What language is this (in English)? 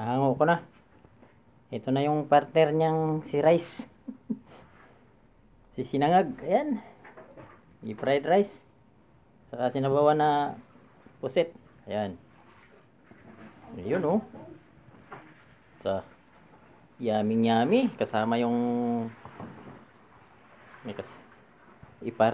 Filipino